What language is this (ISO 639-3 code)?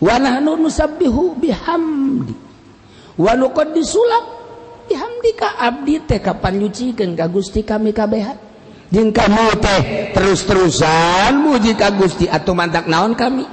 sun